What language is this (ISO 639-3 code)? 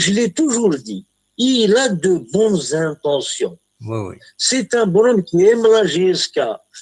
kab